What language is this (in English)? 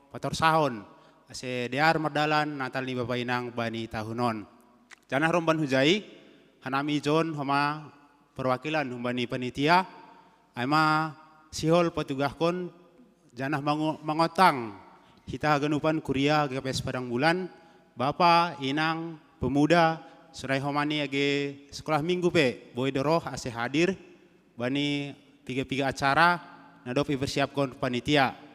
Batak Simalungun